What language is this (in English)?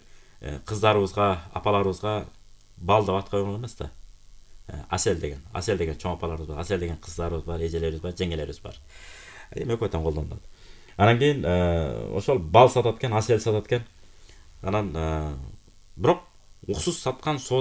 Kyrgyz